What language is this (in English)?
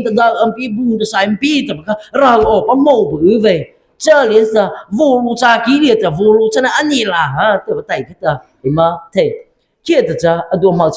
Mara Chin